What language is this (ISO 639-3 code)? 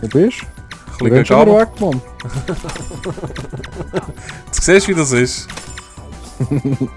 gsw